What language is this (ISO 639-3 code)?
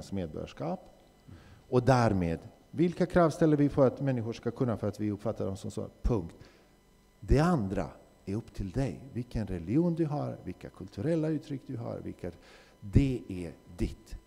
swe